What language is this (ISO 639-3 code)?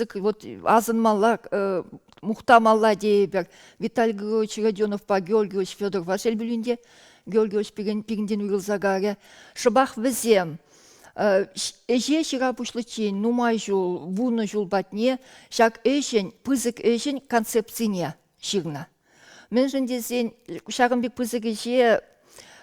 chv